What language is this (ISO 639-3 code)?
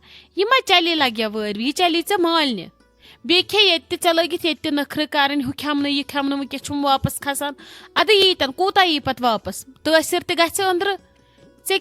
kas